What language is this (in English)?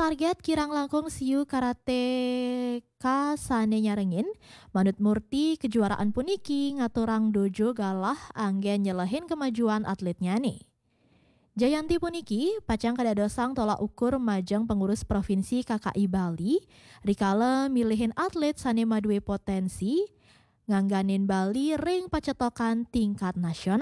Balinese